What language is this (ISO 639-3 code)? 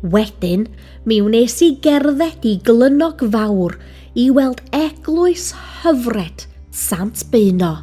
cym